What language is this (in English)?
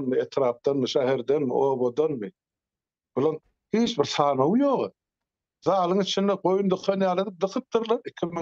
Turkmen